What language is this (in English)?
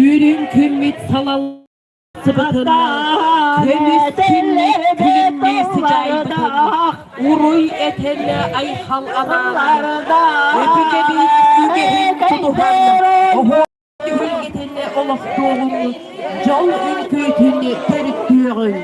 Yakut